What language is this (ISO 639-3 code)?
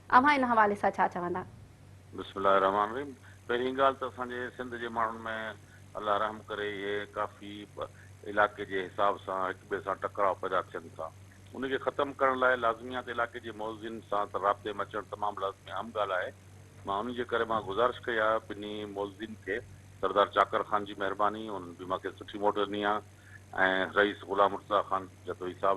snd